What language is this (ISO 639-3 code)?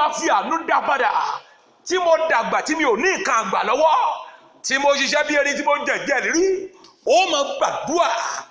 yor